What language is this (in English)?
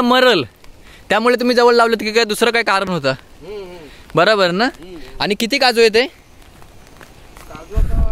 Marathi